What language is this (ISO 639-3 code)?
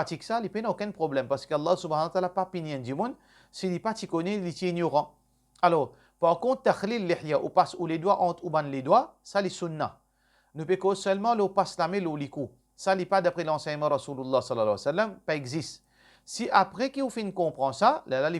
mfe